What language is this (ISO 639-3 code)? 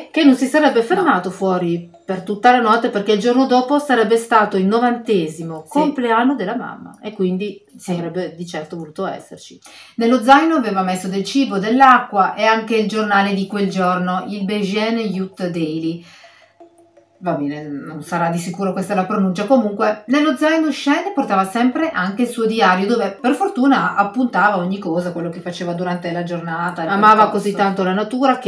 ita